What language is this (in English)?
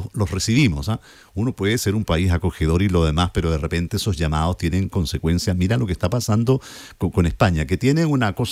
Spanish